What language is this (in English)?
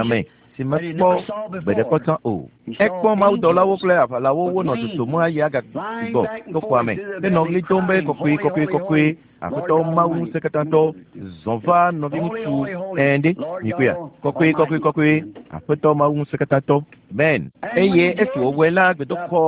Ewe